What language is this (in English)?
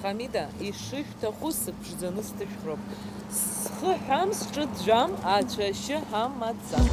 Abkhazian